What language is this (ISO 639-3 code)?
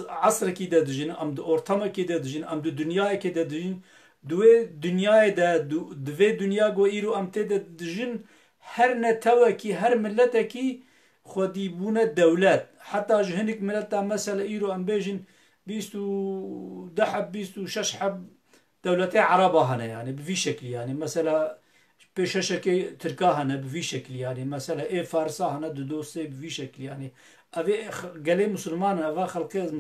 kur